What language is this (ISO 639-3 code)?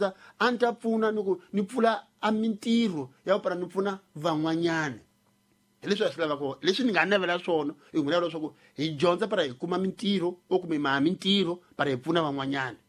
tso